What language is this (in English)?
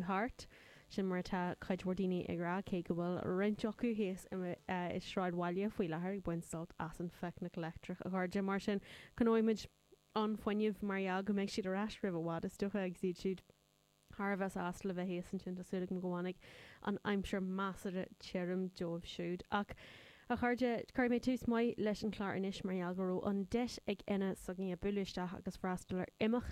Irish